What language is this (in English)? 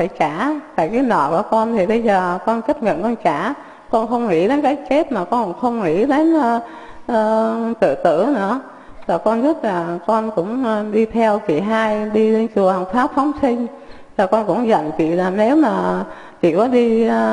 Vietnamese